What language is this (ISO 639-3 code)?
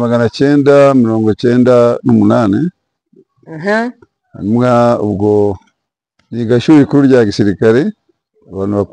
kin